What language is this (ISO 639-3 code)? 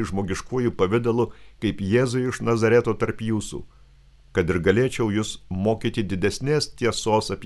lit